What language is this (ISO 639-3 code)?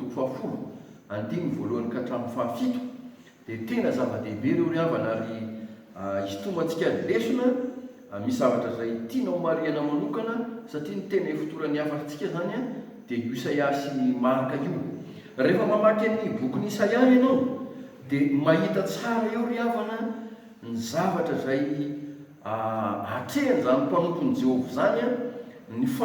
mlg